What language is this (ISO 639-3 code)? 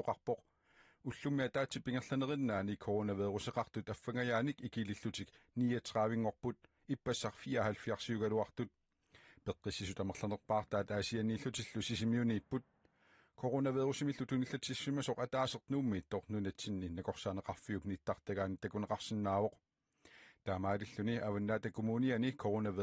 kal